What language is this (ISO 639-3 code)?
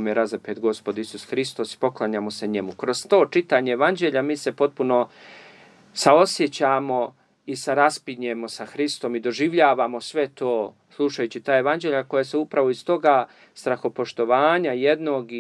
srp